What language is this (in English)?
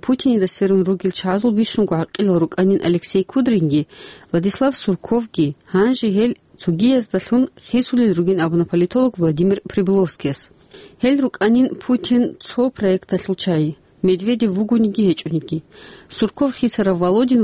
Avaric